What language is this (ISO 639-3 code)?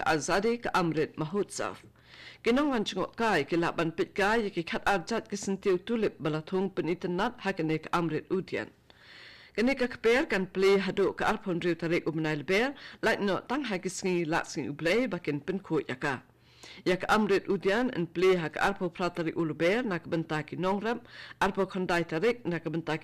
kha